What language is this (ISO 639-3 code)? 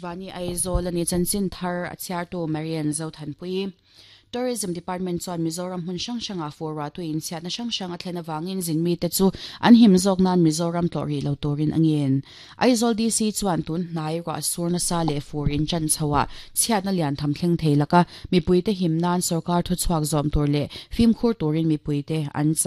lus